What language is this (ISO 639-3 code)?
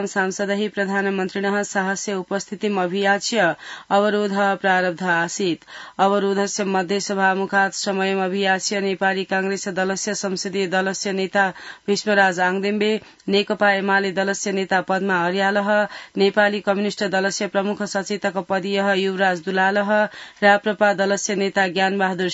san